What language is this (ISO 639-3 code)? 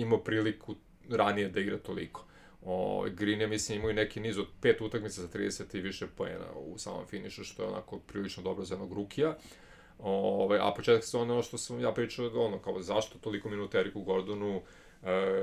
srp